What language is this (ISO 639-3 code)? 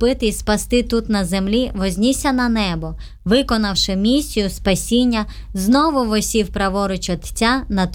ukr